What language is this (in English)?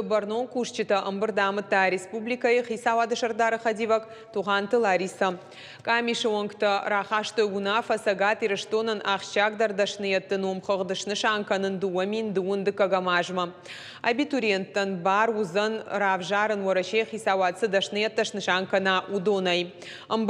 Ossetic